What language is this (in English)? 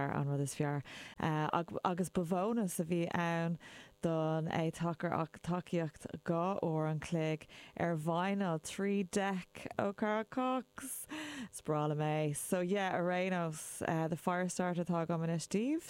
Irish